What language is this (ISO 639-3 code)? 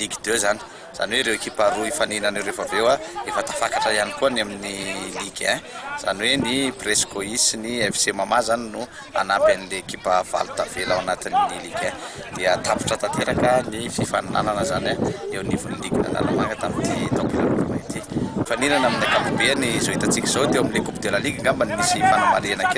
mlg